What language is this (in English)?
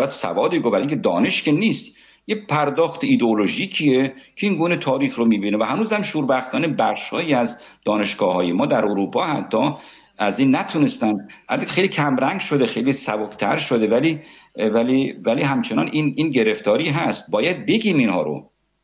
Persian